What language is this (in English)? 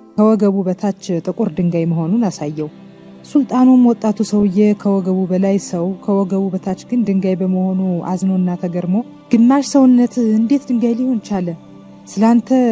Amharic